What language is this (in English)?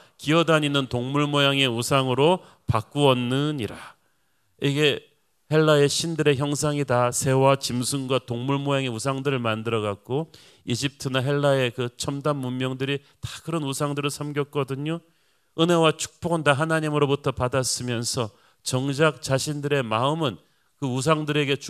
Korean